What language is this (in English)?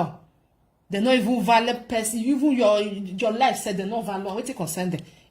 Nigerian Pidgin